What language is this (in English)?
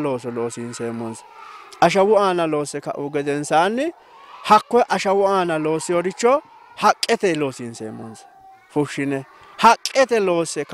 Sidamo